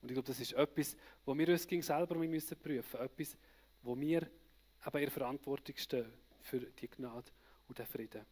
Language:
Swiss German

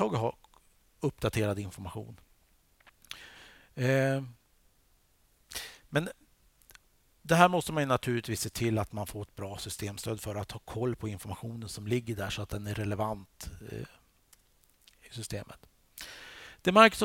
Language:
Swedish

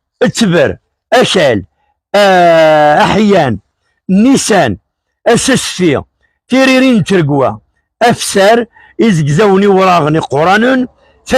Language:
Kabyle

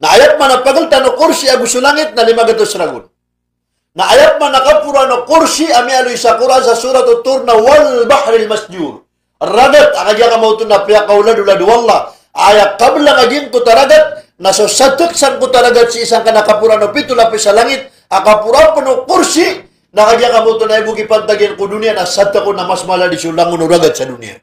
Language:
Maranao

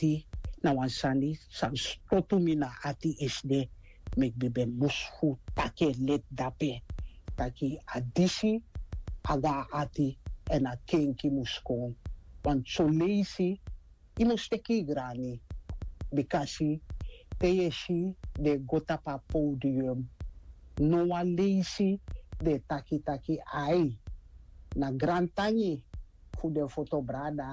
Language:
Sranan Tongo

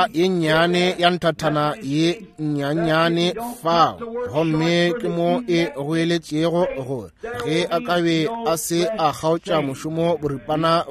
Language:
Northern Sotho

